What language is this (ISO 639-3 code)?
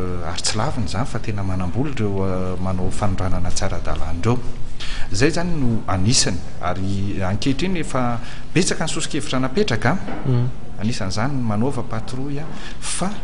mlg